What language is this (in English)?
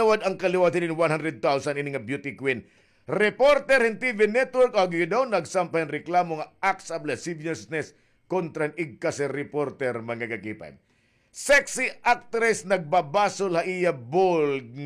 Waray